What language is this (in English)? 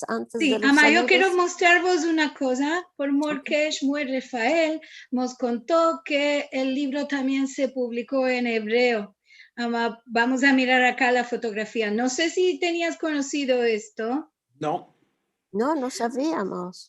Ladino